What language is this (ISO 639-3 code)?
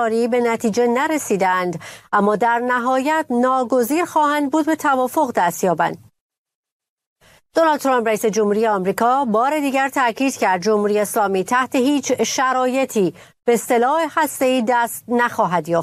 fas